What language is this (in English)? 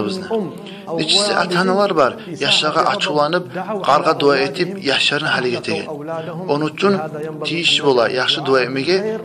Kumyk